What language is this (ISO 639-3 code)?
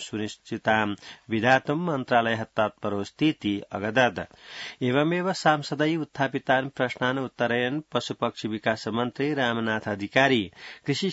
san